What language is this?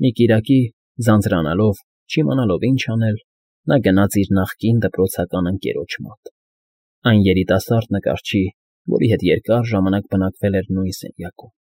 Armenian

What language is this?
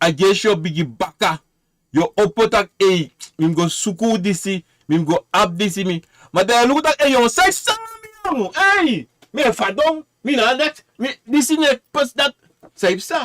Sranan Tongo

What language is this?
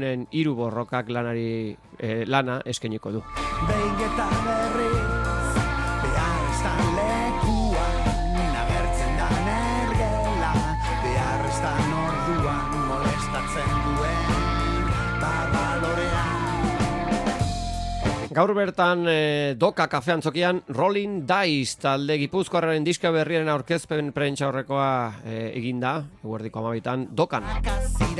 Basque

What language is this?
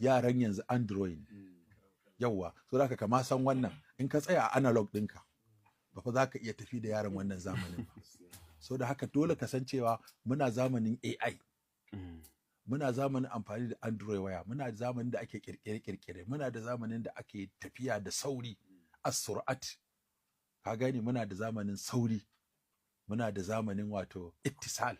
Hausa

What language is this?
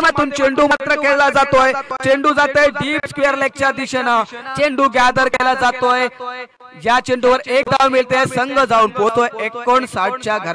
Marathi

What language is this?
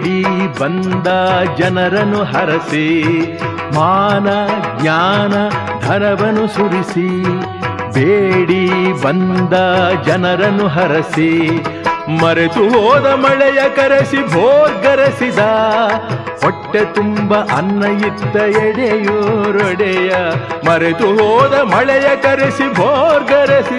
Kannada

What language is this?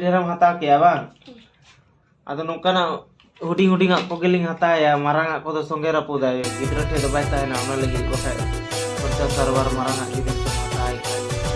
Santali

